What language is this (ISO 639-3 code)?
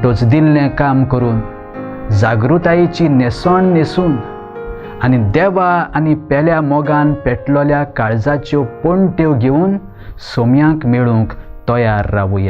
kok